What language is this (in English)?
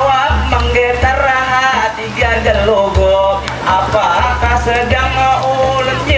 Banjar